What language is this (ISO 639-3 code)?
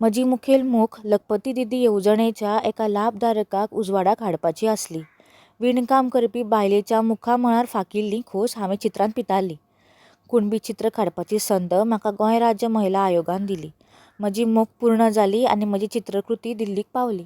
kok